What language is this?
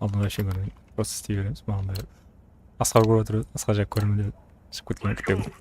Kara-Kalpak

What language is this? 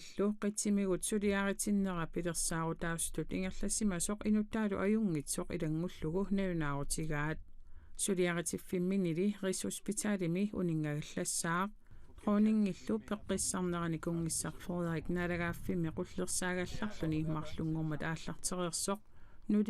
Kalaallisut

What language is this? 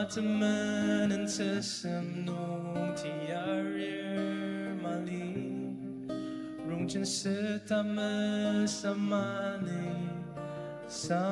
Ao Naga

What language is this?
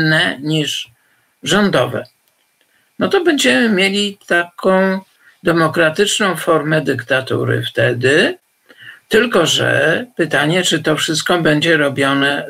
Polish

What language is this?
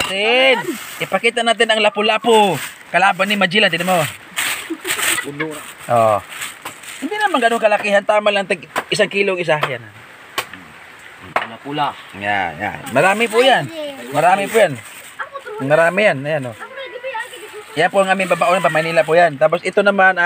Filipino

